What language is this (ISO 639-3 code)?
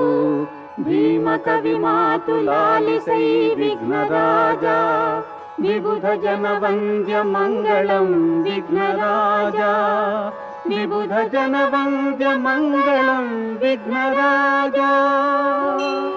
kan